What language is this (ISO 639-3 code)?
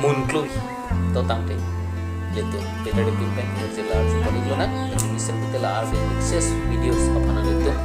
mjw